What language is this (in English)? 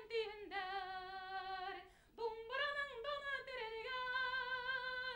Bashkir